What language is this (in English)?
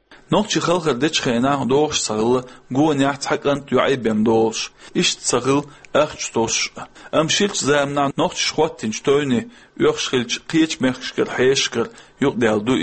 Chechen